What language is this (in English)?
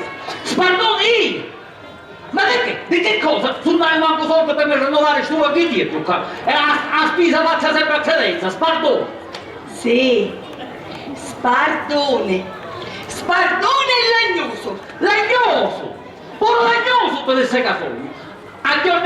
Sicilian